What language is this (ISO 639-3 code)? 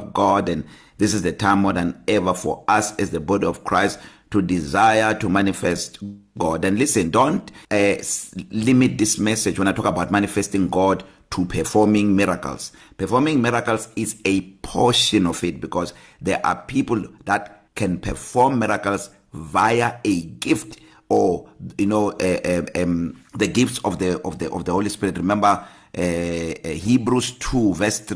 eng